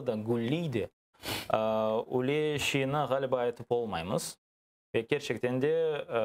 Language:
Crimean Tatar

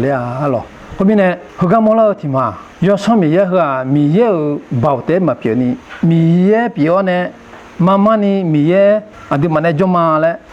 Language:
Akha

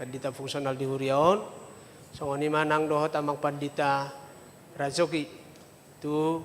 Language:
Batak Toba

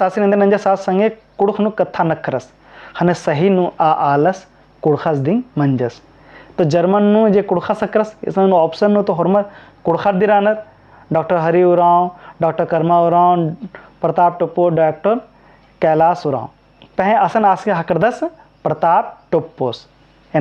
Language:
Kurukh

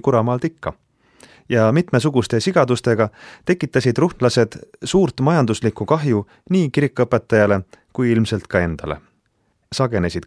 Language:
Estonian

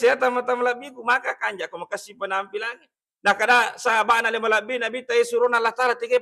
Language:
Buginese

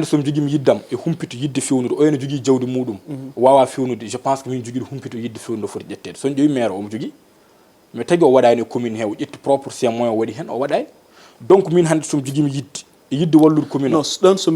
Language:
Fula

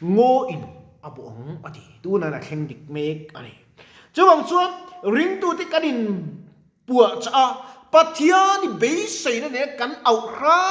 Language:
Mizo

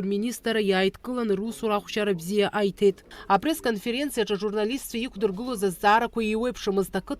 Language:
Abkhazian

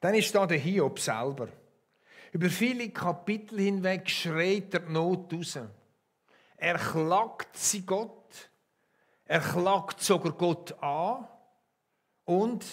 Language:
Swiss German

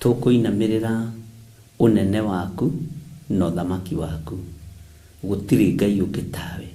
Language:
Kikuyu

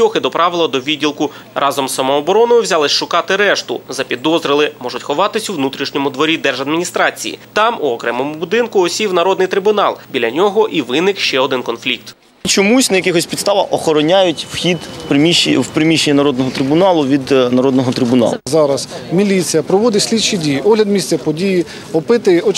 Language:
Ukrainian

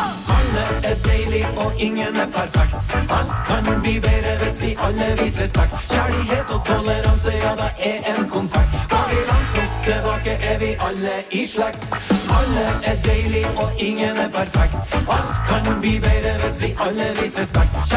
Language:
Norwegian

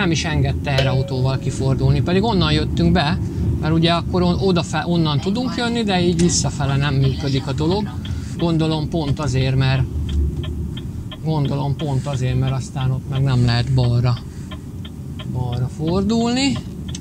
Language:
Hungarian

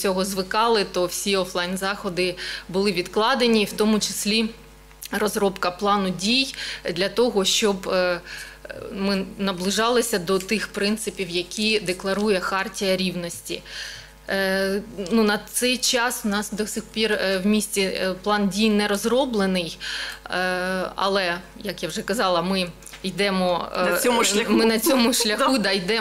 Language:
Ukrainian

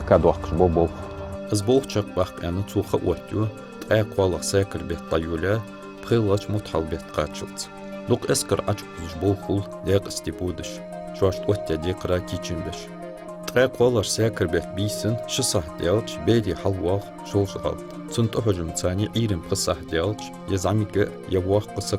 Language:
Ingush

